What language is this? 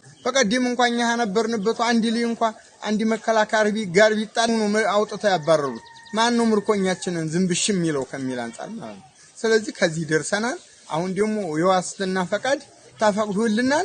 Amharic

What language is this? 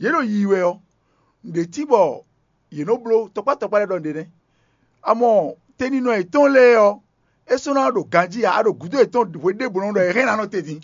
Fon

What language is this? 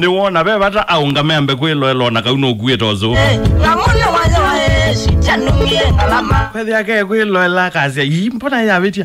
Kamba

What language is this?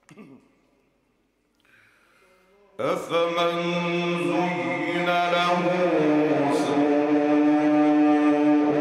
Arabic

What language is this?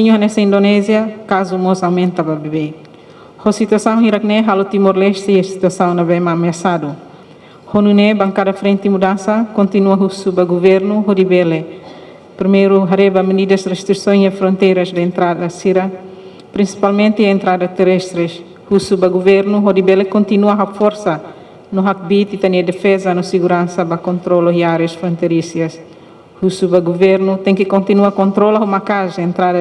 Tetum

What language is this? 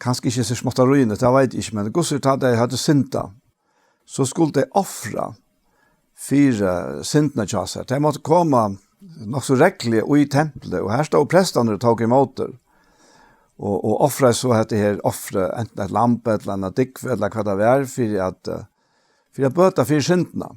Faroese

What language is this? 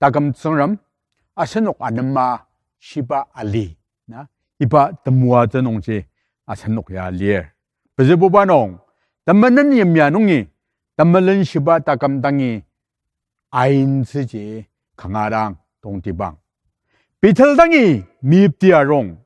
Ao Naga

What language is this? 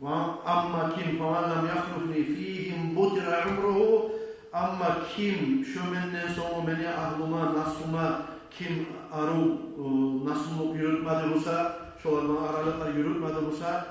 Kumyk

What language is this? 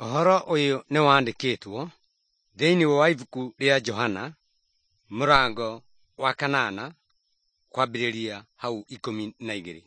Kikuyu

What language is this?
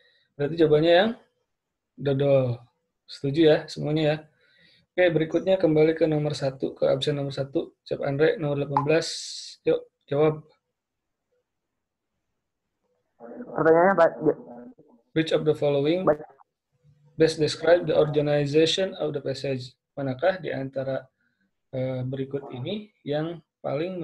Indonesian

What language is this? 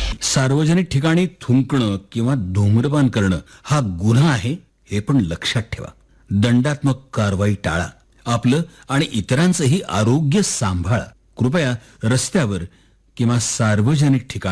Marathi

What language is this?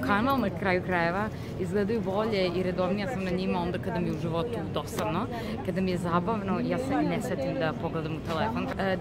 Serbian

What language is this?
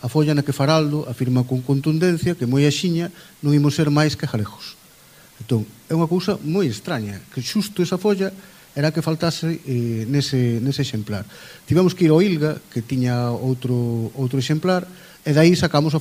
Galician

